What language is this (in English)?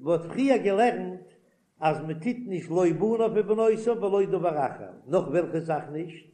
Yiddish